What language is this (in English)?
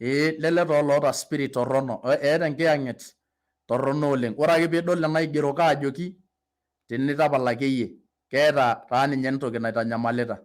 Masai